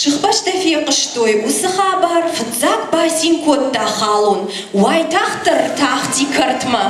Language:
Ossetic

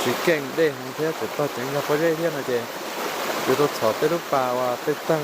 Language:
Hmong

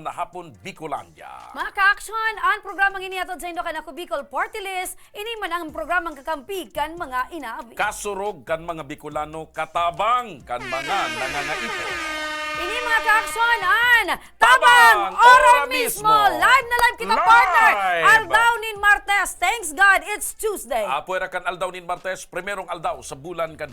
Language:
Bikol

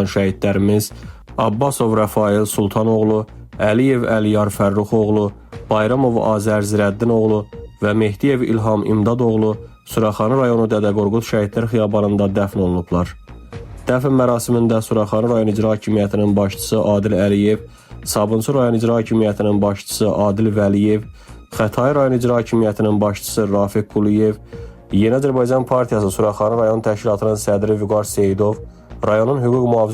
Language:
Azerbaijani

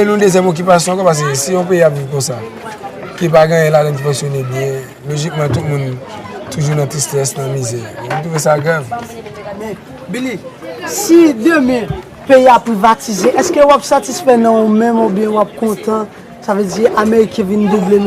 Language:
Haitian Creole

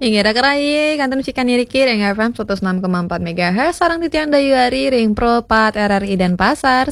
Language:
Balinese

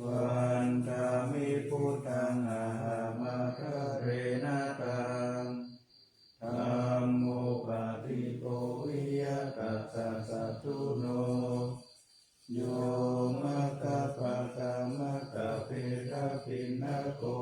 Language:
Pali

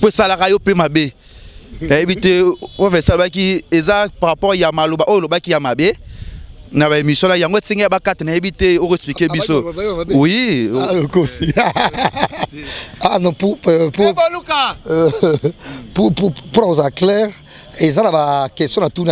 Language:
Lingala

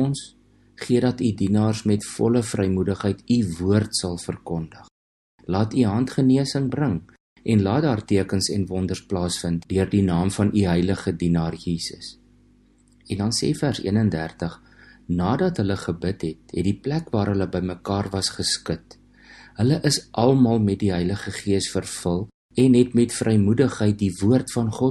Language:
Afrikaans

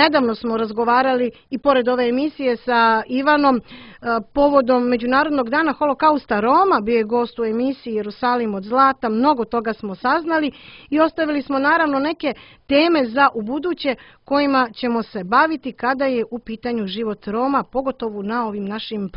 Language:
Serbian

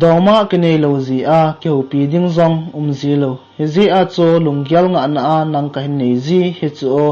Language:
Thado Chin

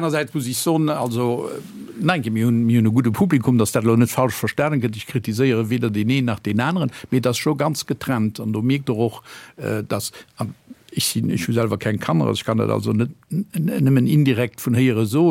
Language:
Luxembourgish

